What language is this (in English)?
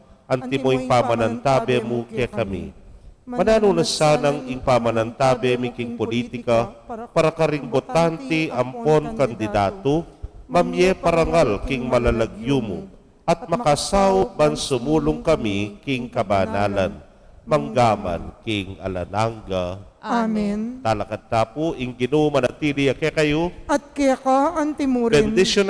Pampanga